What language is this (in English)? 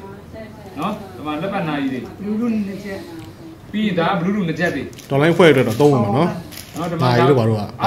Burmese